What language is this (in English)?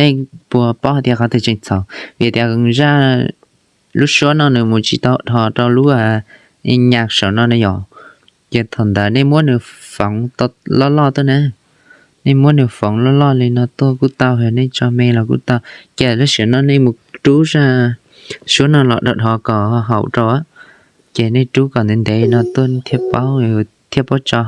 Hmong